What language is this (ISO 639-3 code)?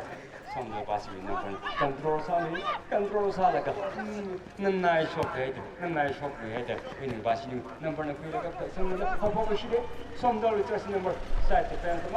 nmf